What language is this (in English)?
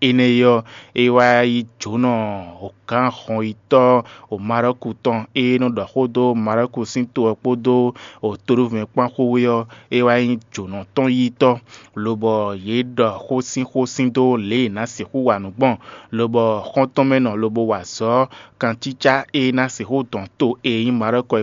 Fon